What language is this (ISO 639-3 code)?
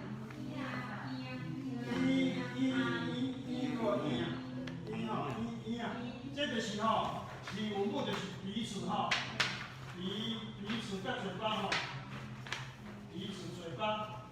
nan